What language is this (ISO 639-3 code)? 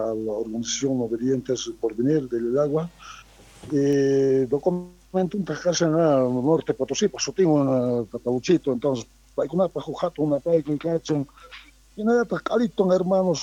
quh